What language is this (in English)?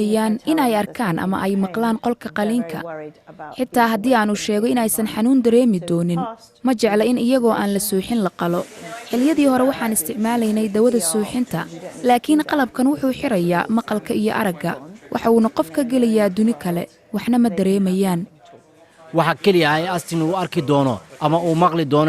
Somali